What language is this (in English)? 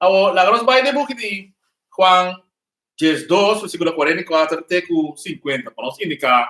Papiamento